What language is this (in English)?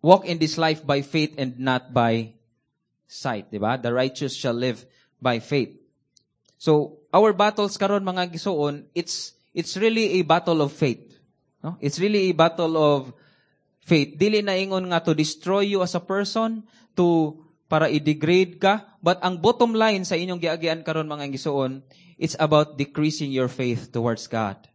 Cebuano